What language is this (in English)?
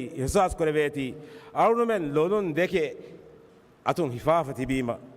Divehi